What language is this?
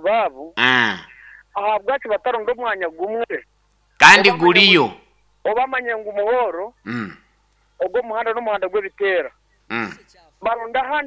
Nyoro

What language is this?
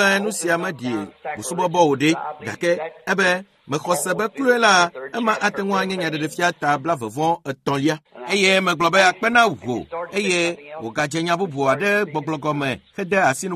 Ewe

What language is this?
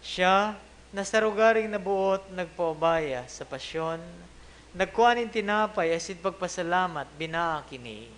Bikol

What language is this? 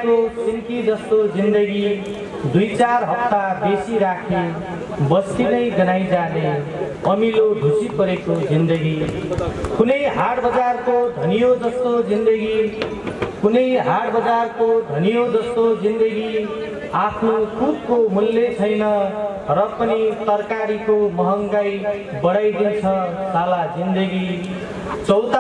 Nepali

